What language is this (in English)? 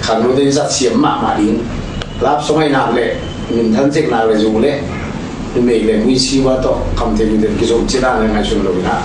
Tedim Chin